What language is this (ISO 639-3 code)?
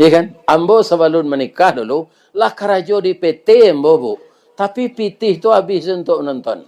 min